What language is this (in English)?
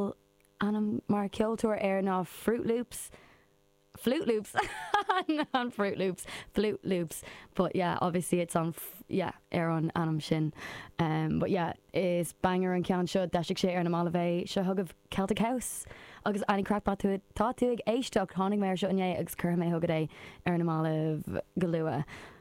Irish